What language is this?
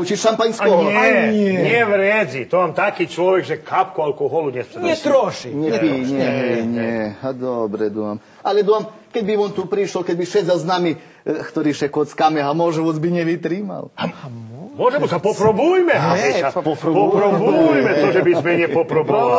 Rusyn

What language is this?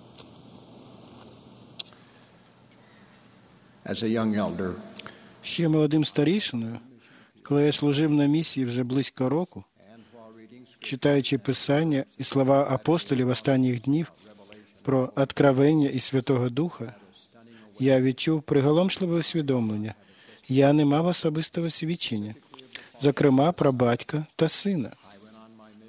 Ukrainian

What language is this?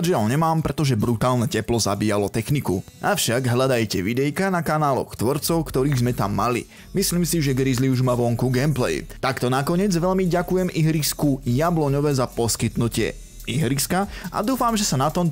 Slovak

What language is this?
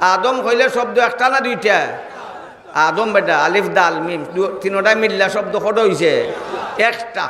Sylheti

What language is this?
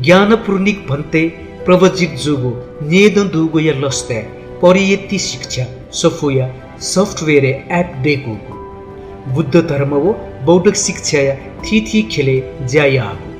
Newari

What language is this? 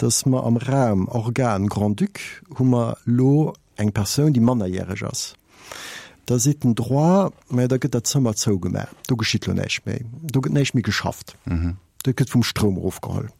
Luxembourgish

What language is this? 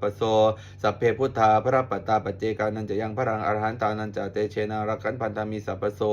Pali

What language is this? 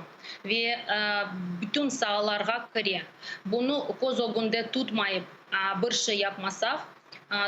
Crimean Tatar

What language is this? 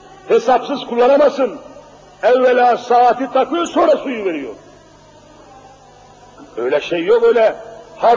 Turkish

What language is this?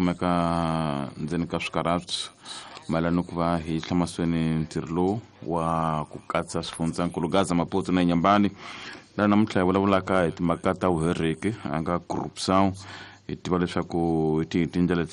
Tsonga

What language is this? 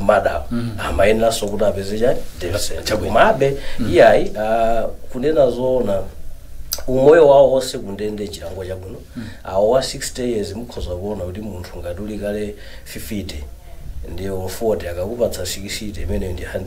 Nyanja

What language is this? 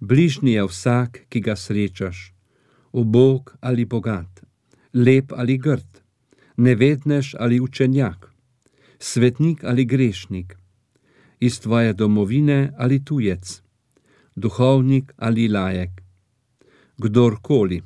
Slovenian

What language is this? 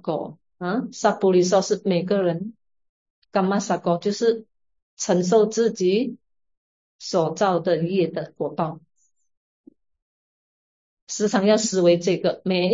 Chinese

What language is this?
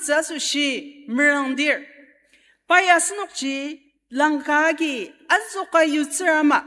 Ao Naga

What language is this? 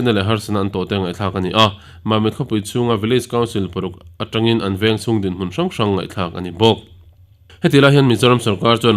Mizo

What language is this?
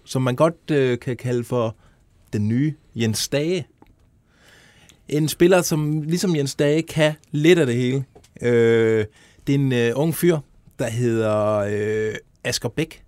Danish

